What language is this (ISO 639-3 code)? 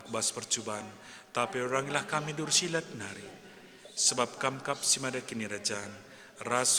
btx